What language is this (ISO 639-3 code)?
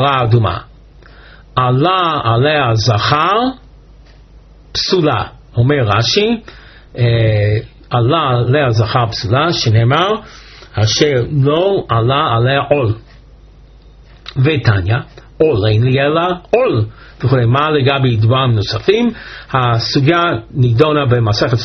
heb